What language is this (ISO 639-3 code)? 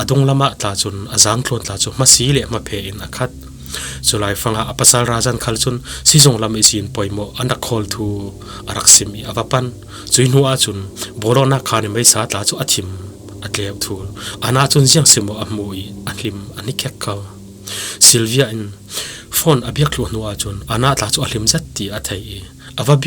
cfm